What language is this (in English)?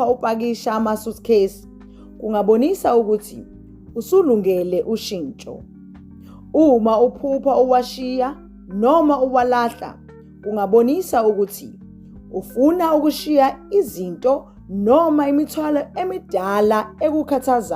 Zulu